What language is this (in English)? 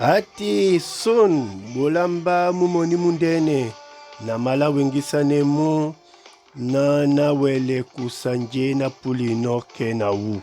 Duala